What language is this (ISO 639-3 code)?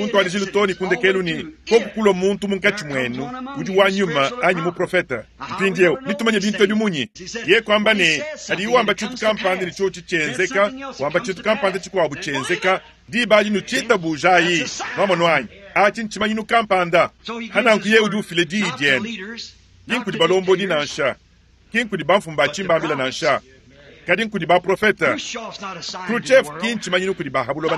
lua